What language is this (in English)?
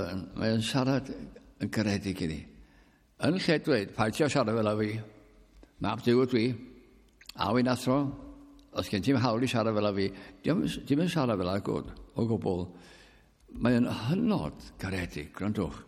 Welsh